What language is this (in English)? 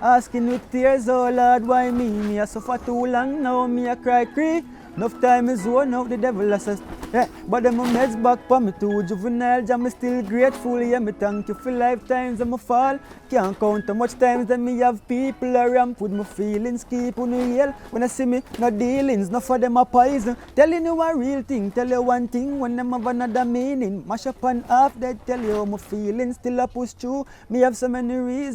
Jamaican Creole English